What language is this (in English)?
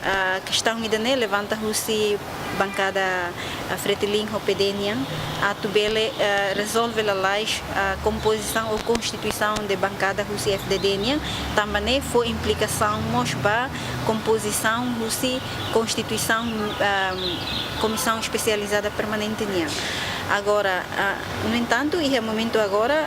Tetum